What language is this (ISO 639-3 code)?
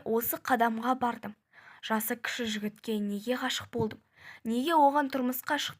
kaz